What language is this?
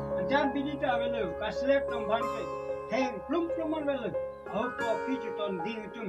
Karbi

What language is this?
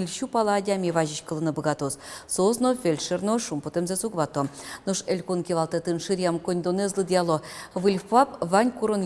Udmurt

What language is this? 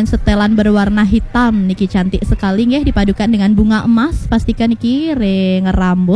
Balinese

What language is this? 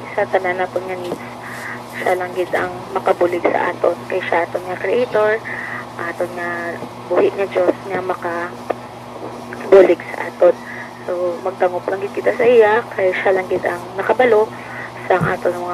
Hiligaynon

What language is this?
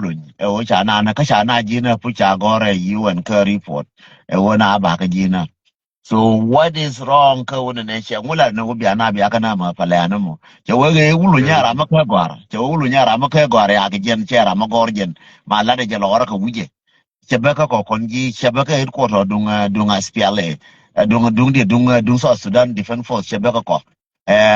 Nuer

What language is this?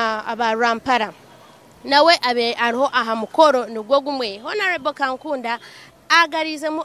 Nyankole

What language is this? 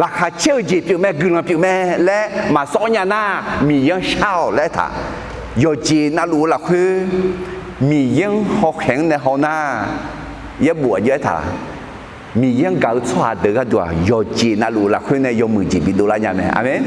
Akha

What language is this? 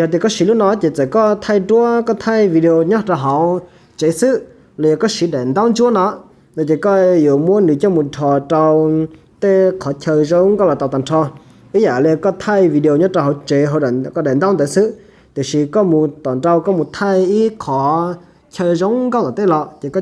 Hmong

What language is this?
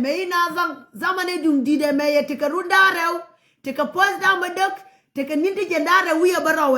Nuer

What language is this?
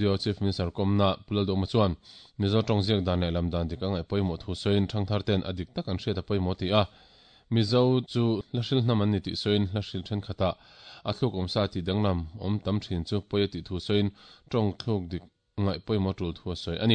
Mizo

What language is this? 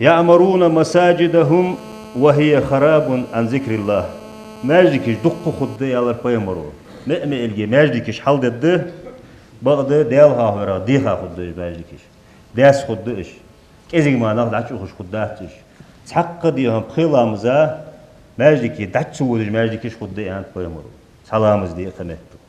Ingush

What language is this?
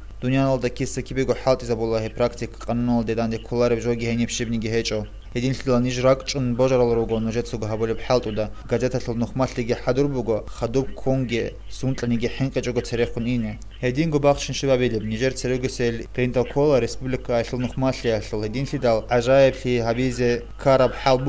Avaric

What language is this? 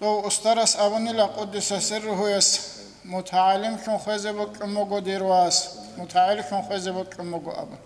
Avaric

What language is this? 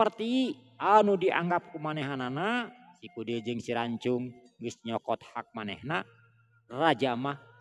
Sundanese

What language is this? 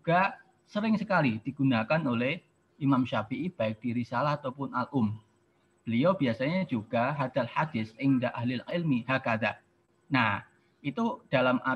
Indonesian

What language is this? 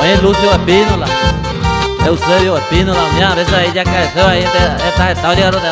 Guarani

